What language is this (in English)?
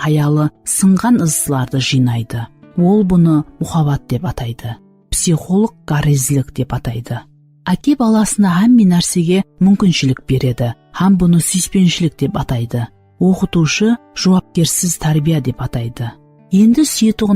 Kara-Kalpak